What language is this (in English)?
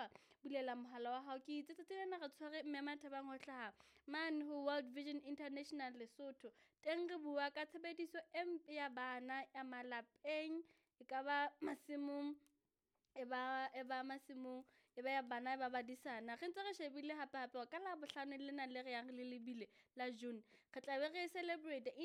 Southern Sotho